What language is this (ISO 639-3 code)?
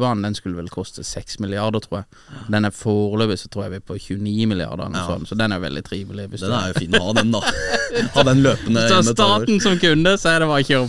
nor